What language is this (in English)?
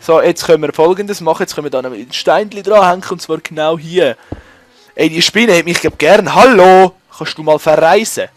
Swiss German